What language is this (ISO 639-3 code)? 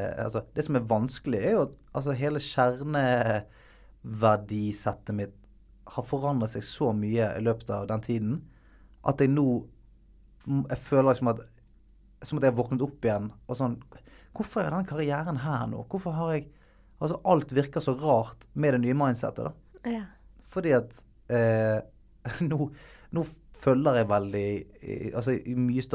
nor